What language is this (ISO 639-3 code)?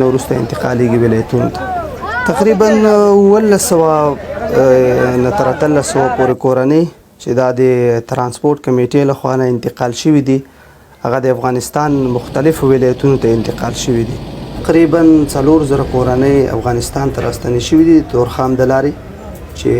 pus